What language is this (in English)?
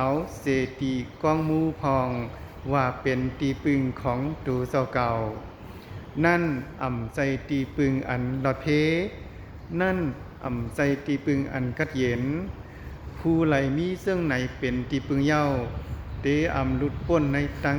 Shan